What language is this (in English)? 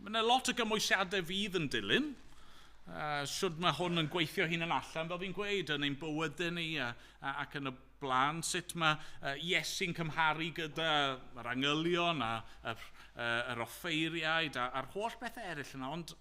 Welsh